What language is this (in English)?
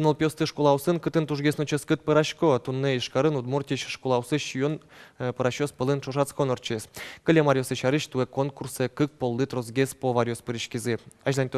Udmurt